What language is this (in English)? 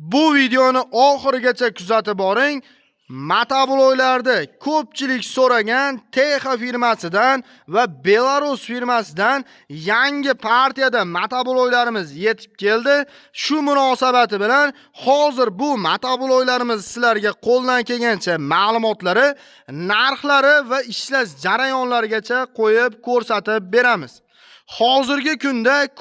Uzbek